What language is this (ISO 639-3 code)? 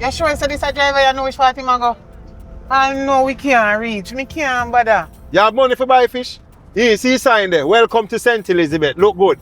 jam